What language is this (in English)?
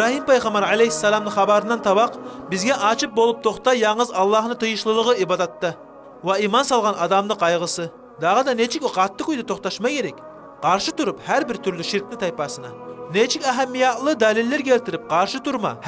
Kumyk